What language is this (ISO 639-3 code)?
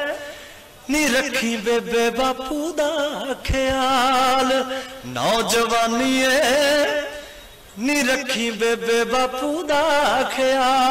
pan